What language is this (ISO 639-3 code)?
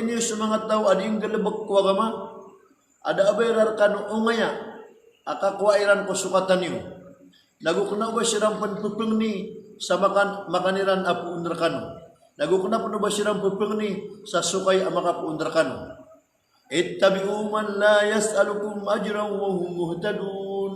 mrw